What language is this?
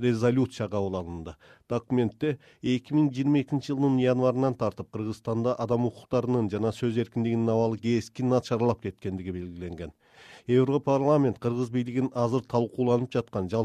Kyrgyz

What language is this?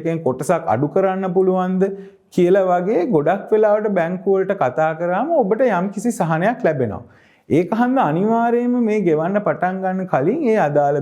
Sinhala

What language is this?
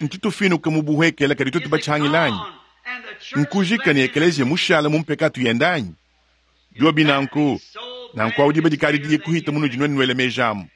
Luba-Lulua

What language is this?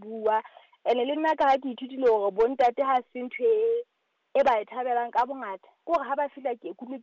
Southern Sotho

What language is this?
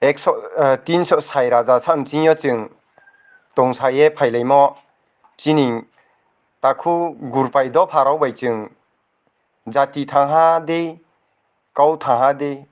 Riang (India)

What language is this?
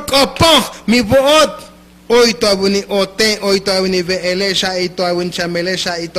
Tzotzil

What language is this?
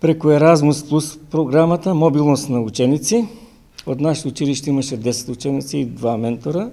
Macedonian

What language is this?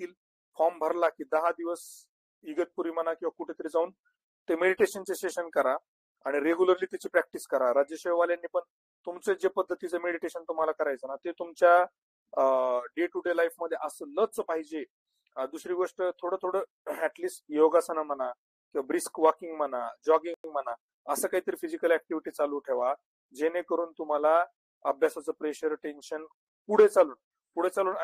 Marathi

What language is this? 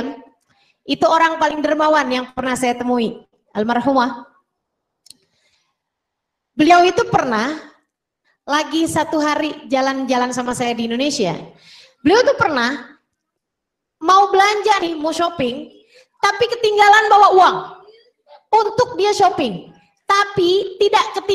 Indonesian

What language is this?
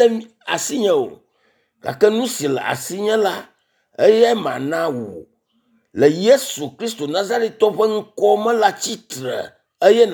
Ewe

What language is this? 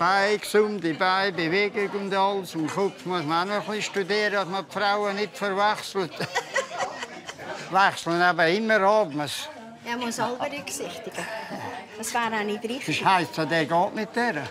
Swiss German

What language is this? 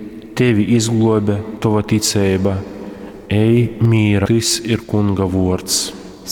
Latgalian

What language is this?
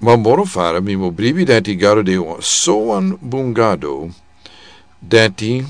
Sranan Tongo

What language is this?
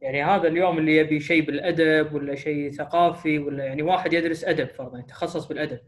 Gulf Arabic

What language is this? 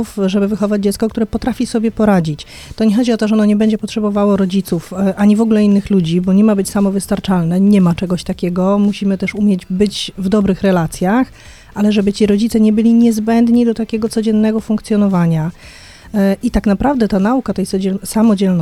Polish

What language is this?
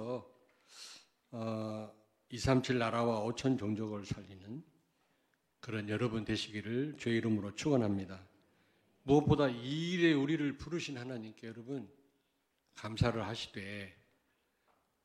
Korean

